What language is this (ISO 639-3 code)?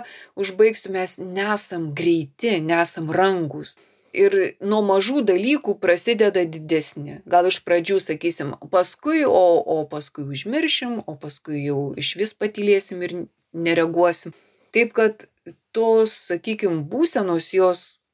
lit